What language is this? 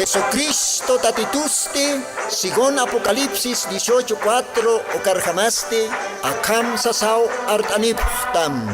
Aymara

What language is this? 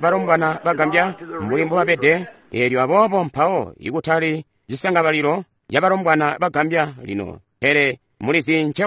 Tonga (Zambia)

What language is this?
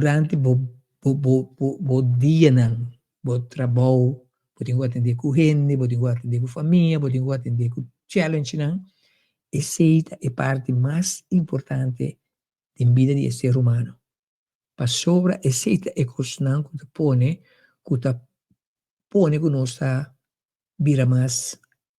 Papiamento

